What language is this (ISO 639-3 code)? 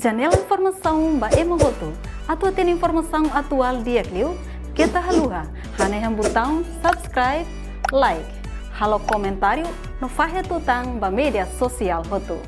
tet